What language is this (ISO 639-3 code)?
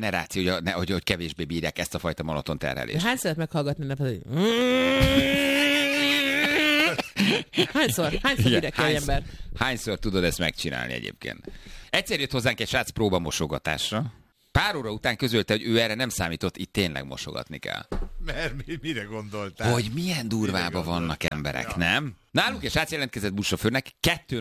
hun